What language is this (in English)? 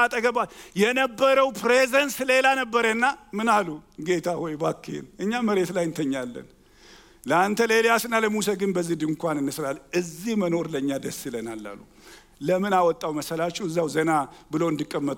Amharic